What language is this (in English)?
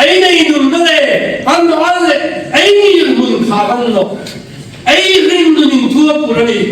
Hmar